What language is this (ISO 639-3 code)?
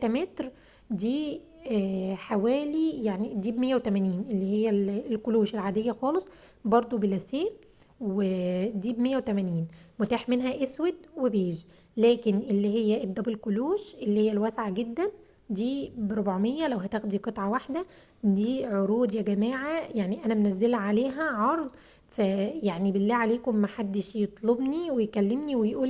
arz